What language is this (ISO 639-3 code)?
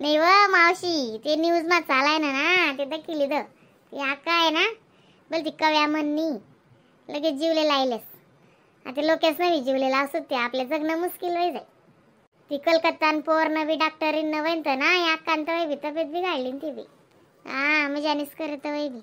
khn